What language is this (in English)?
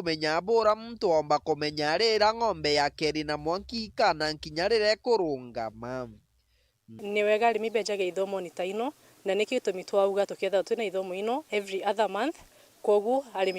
Meru